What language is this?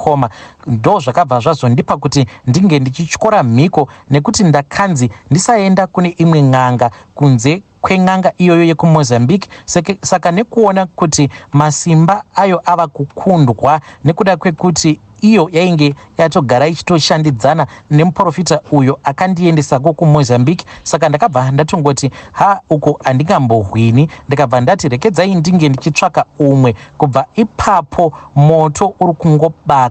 Shona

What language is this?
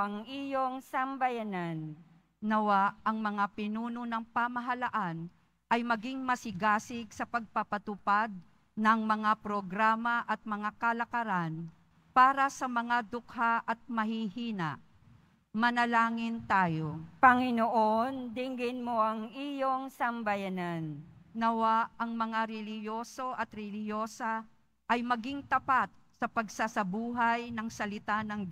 Filipino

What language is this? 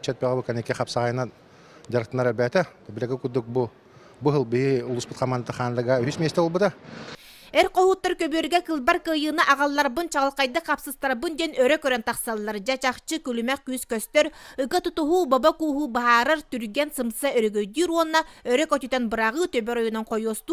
Yakut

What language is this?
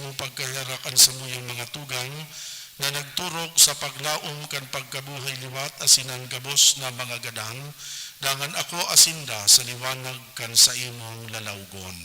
Bikol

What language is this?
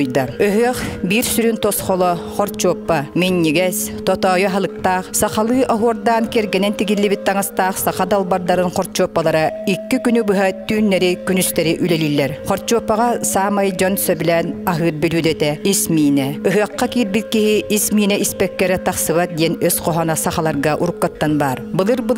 Yakut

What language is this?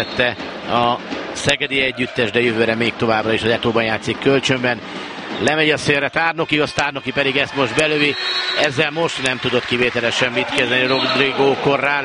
Hungarian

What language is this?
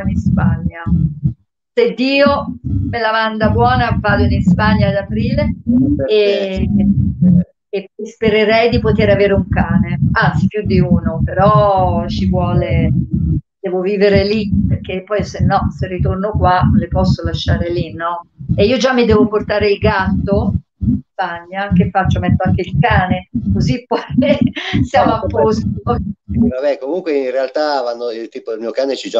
Italian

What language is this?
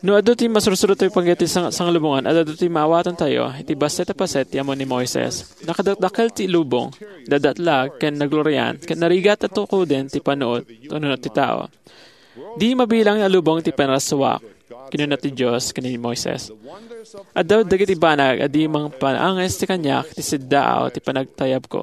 Iloko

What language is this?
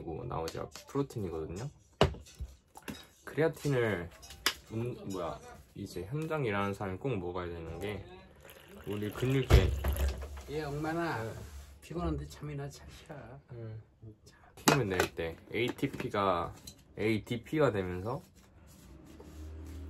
Korean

